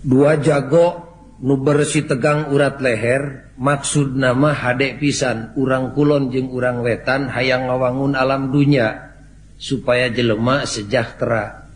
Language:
Sundanese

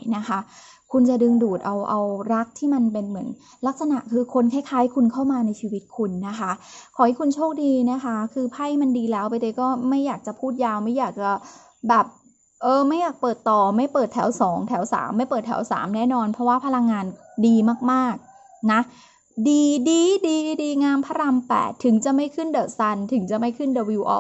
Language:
Thai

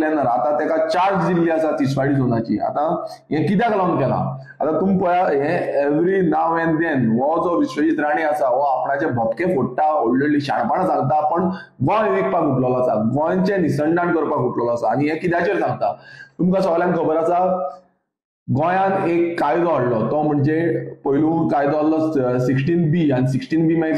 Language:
Konkani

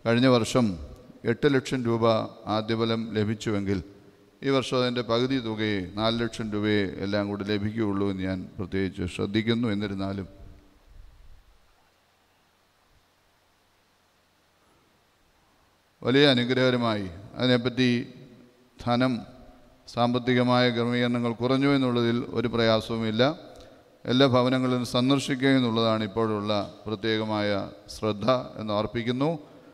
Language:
Malayalam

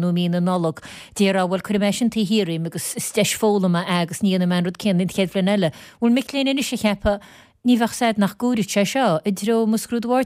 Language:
Irish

